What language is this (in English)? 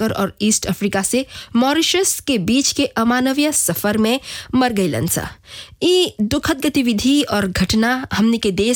Bhojpuri